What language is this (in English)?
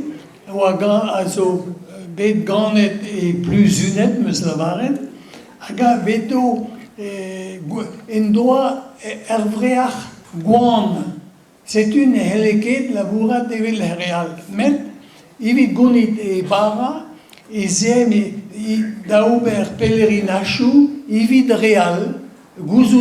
Breton